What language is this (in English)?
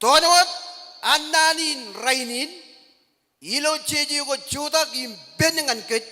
Marshallese